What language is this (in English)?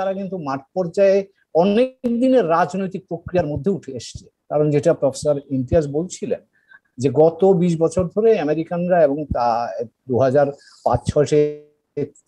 Bangla